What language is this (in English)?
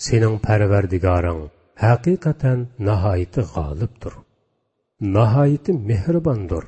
Uyghur